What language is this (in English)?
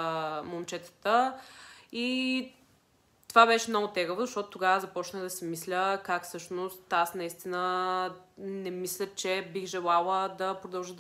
Bulgarian